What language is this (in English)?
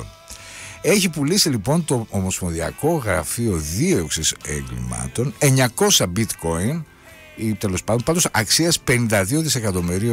Greek